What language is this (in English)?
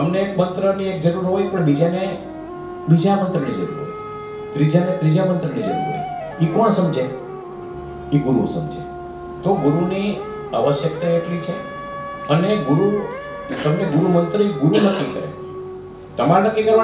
Gujarati